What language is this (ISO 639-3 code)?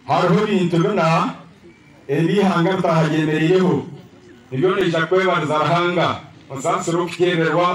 nyn